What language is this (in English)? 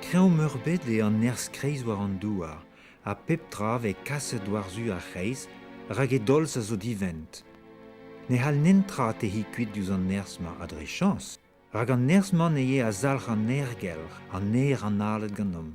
Breton